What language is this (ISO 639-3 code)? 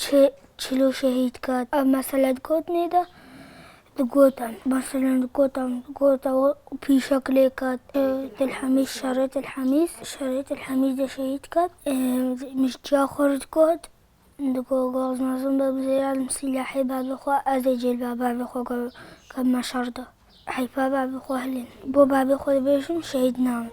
kur